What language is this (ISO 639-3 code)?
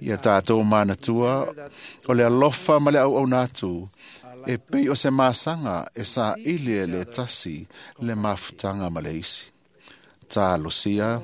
smo